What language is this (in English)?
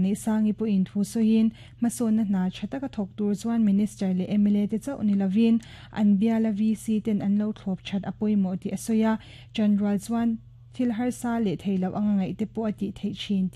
Mizo